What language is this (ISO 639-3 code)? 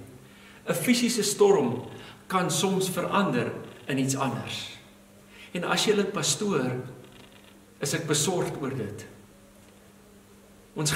afr